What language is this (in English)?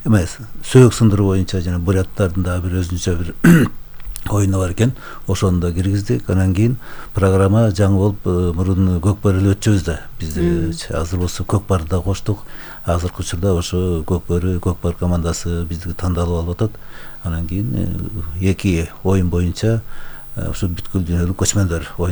Kyrgyz